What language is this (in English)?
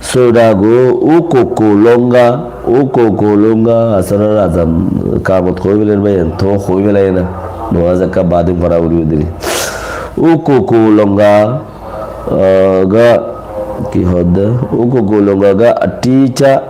Rohingya